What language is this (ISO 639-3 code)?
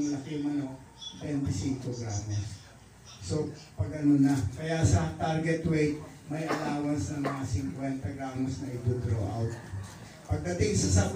fil